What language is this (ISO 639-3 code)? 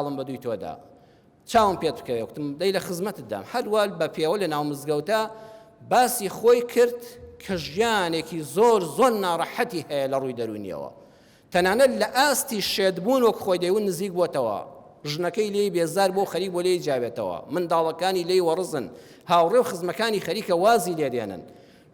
ckb